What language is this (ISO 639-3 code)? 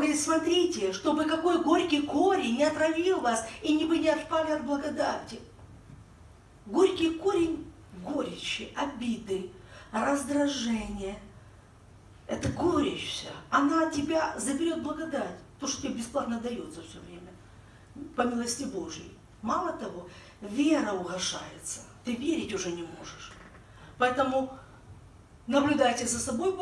rus